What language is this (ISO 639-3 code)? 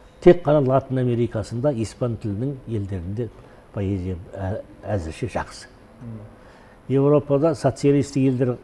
kaz